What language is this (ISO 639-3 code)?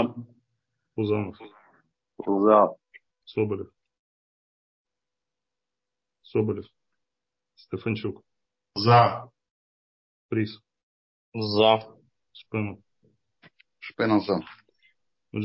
ukr